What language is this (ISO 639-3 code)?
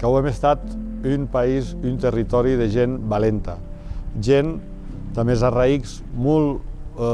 oci